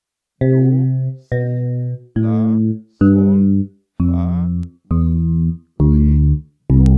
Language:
Haitian Creole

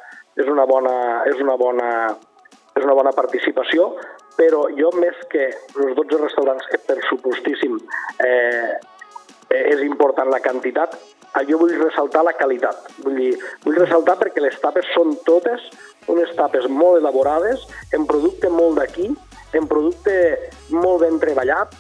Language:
Catalan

